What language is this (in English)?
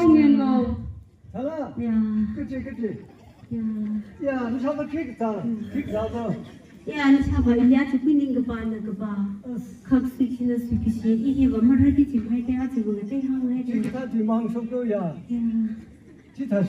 Tangkhul Naga (India)